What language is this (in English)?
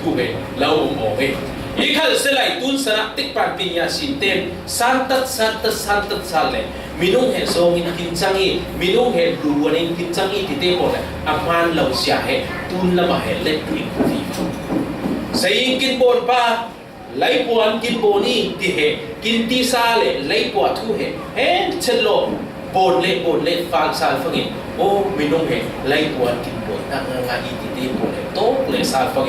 Falam Chin